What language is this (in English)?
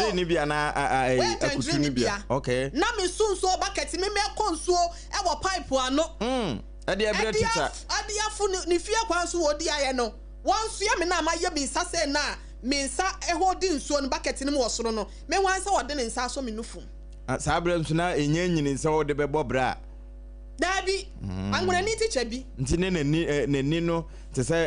Akan